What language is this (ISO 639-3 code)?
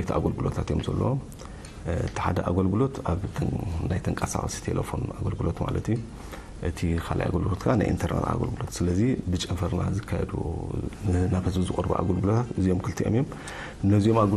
tir